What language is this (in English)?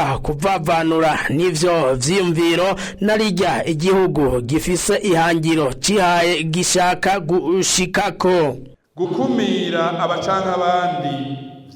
Rundi